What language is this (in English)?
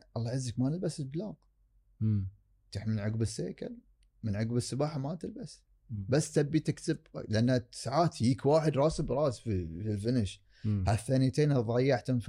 Gulf Arabic